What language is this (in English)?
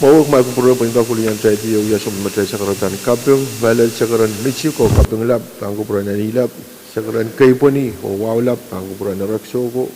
Pohnpeian